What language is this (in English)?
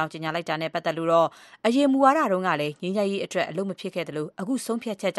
Burmese